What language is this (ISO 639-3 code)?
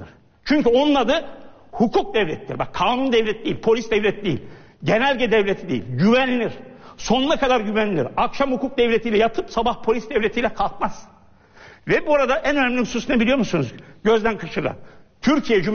tur